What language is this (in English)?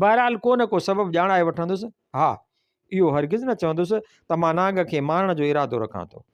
Sindhi